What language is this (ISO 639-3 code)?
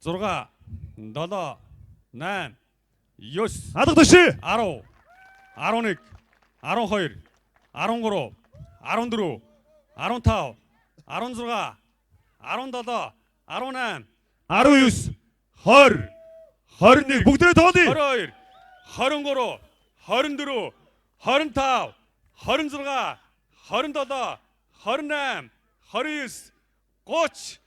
mon